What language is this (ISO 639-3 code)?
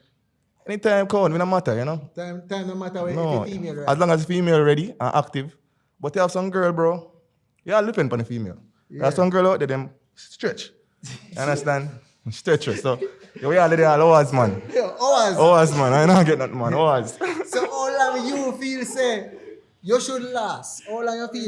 jam